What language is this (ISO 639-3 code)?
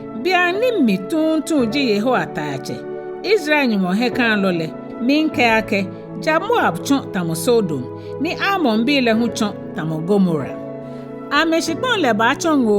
gaa